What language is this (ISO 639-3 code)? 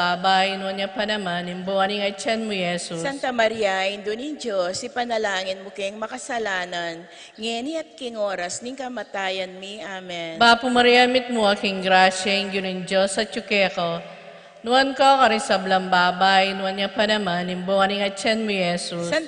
pam